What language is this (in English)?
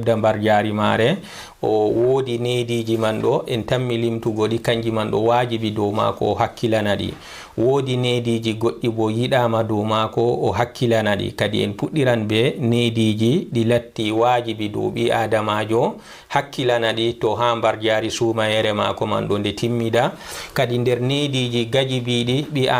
Fula